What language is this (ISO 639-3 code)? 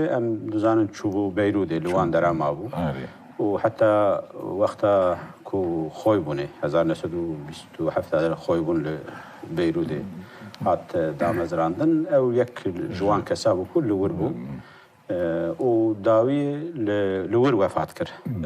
kur